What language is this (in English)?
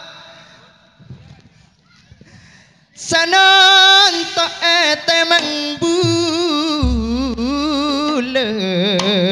Madurese